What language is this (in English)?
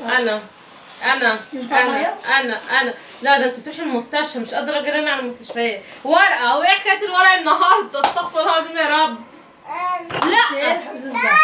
Egyptian Arabic